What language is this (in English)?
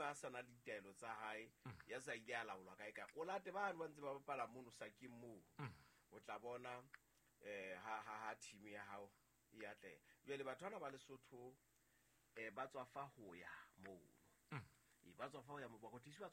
Southern Sotho